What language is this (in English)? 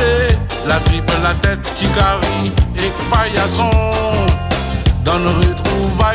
Réunion Creole French